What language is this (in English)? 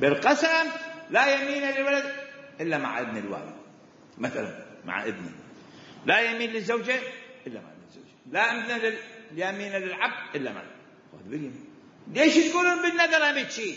Mesopotamian Arabic